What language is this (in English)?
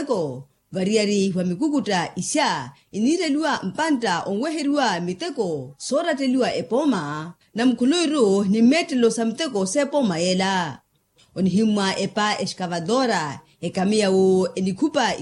Makhuwa